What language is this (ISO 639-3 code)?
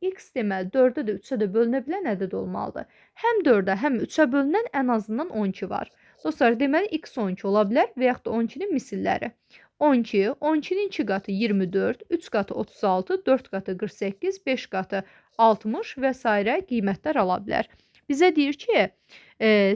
aze